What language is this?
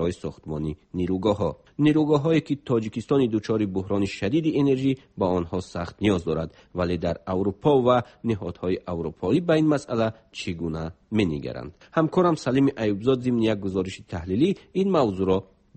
Persian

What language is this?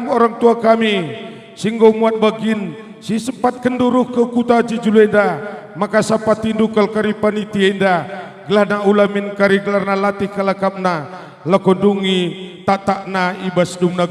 Batak Karo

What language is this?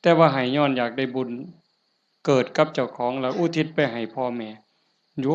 Northeastern Thai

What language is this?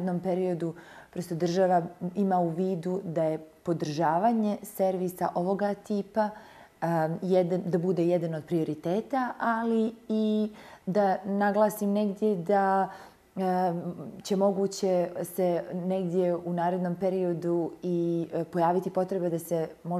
Croatian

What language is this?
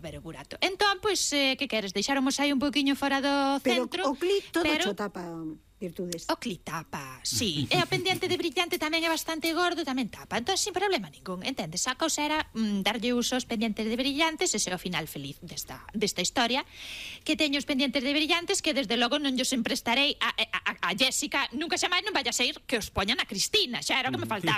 Galician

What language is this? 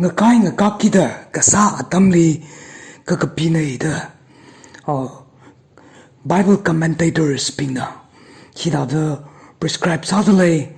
Tangkhul Naga (India)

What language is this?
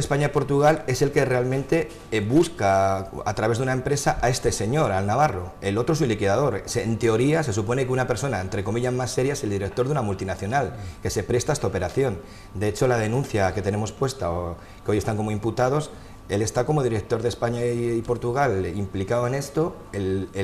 Spanish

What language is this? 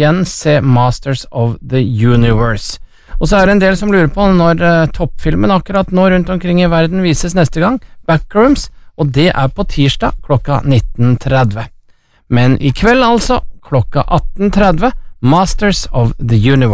Norwegian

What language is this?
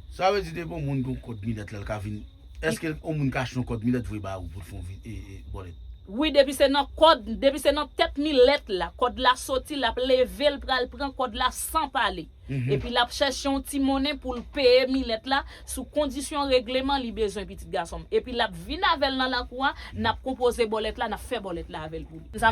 Haitian Creole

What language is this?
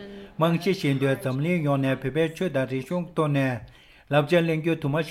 Tibetan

